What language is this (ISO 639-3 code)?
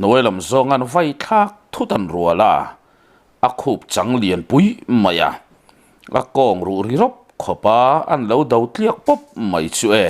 lus